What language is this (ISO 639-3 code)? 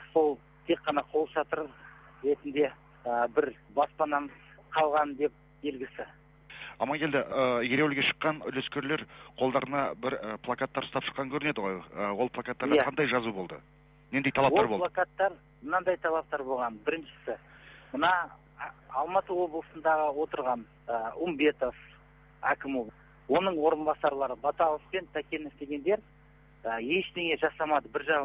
kaz